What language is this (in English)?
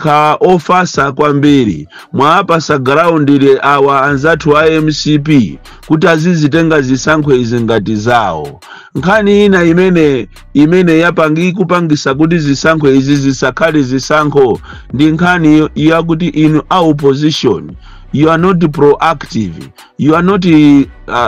Nyanja